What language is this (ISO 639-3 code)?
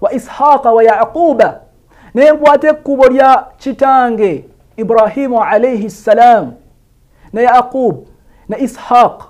lug